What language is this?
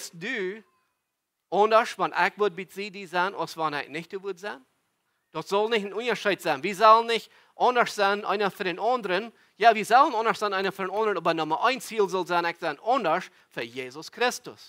Plautdietsch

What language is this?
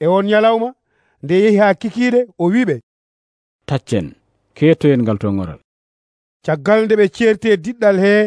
Nigerian Fulfulde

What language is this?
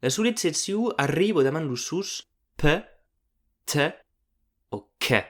Occitan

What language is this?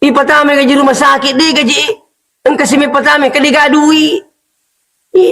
Buginese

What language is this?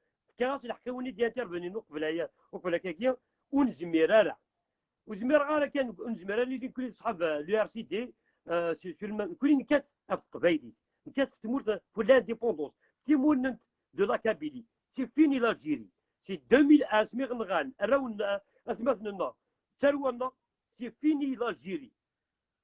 Kabyle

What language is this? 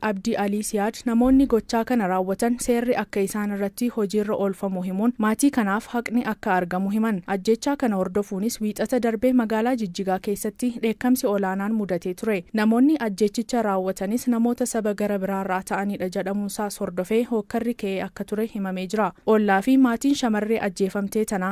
Oromo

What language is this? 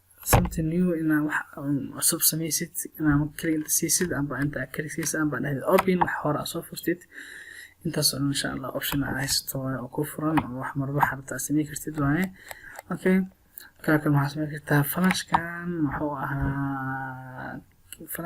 Somali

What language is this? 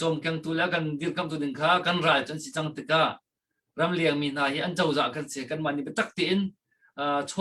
Hakha Chin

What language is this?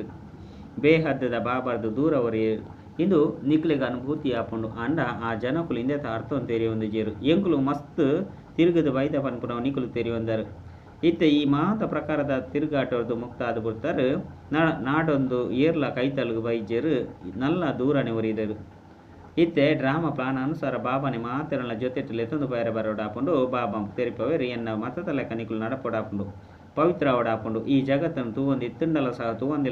Tulu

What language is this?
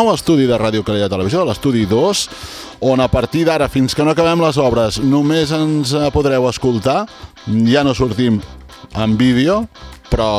Catalan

